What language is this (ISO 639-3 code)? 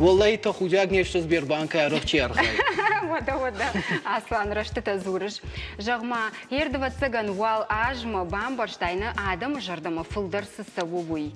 oss